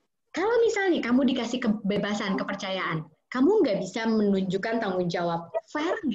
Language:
Indonesian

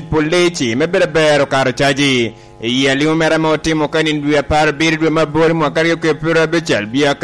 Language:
Lango (Uganda)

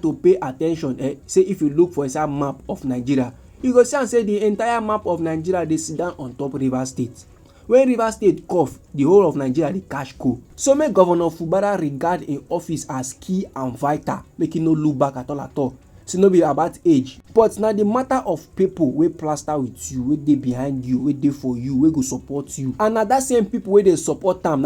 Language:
Nigerian Pidgin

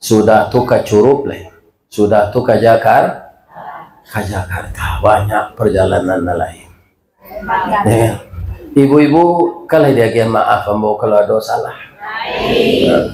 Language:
Minangkabau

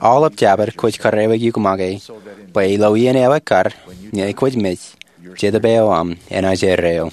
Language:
Marshallese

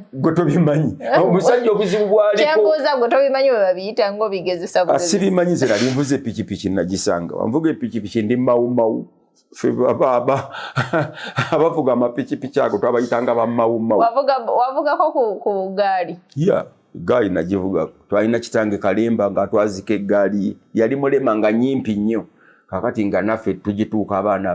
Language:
Ganda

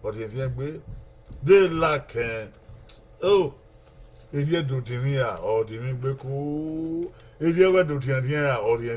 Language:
Bini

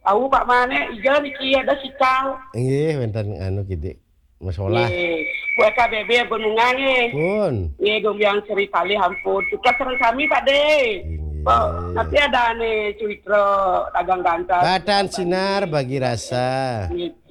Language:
Balinese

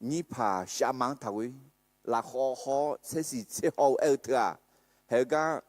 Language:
Akha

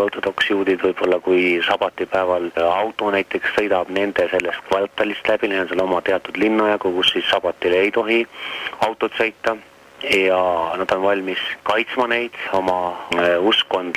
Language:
Estonian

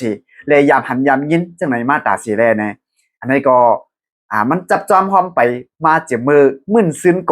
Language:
Shan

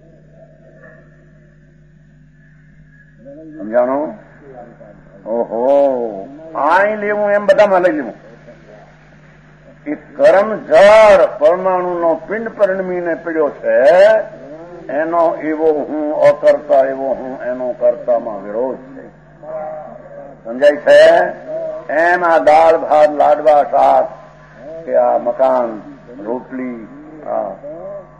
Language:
Gujarati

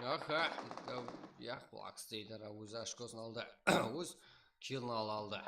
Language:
Kara-Kalpak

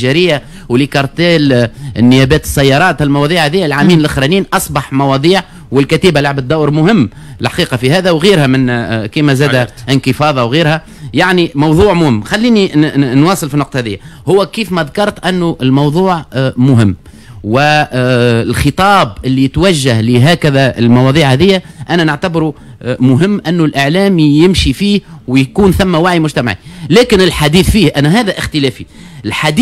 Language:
Tunisian Arabic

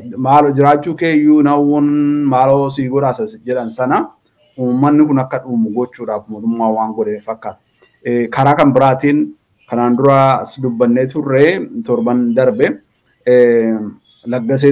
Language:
Oromo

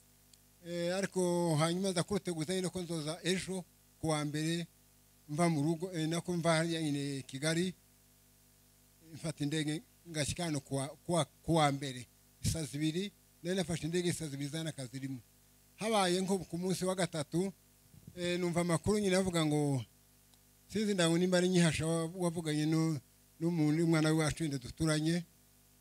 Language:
Kinyarwanda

